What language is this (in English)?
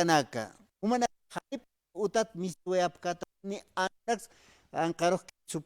Aymara